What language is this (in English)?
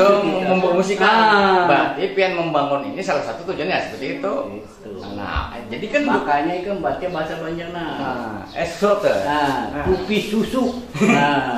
Banjar